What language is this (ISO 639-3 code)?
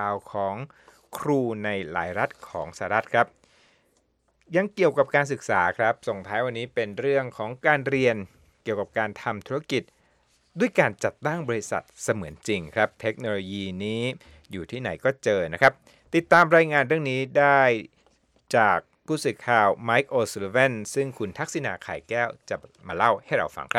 tha